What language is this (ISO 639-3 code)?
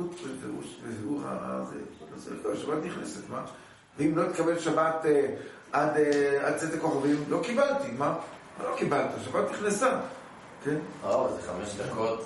heb